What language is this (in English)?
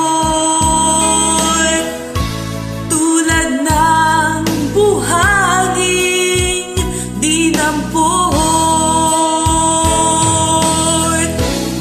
Cebuano